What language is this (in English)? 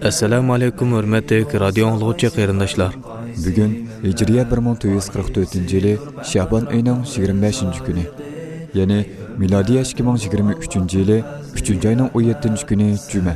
Uyghur